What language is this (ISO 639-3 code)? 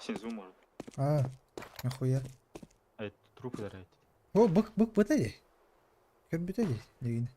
sah